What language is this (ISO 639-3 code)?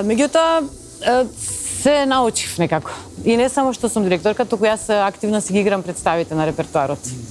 mkd